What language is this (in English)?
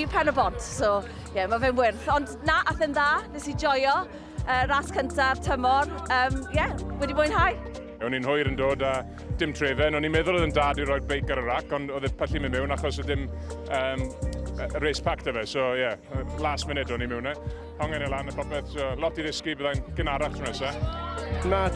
Welsh